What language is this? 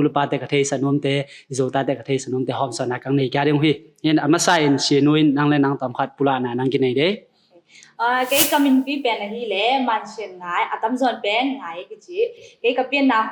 Tedim Chin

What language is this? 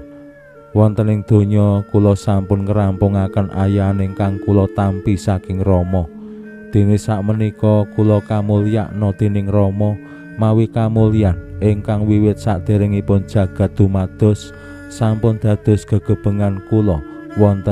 Javanese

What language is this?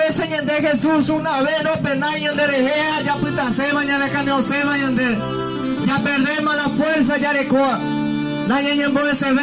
Guarani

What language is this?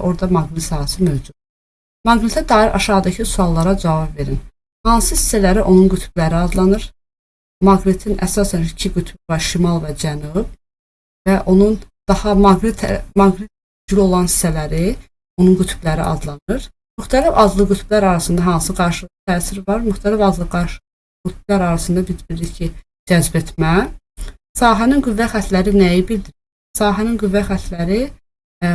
Azerbaijani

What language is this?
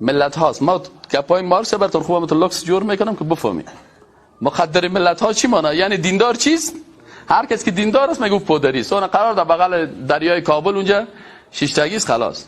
Persian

